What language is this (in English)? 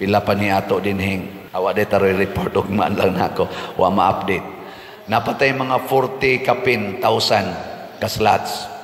Cebuano